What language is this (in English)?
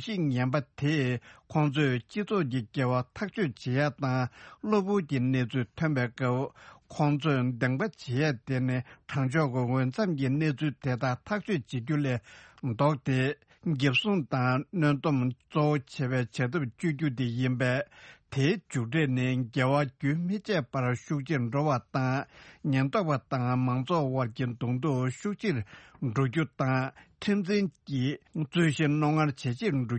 Tibetan